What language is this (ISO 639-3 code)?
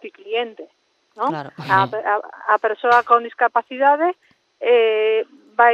glg